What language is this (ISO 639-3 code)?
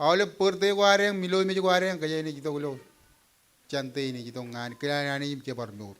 mah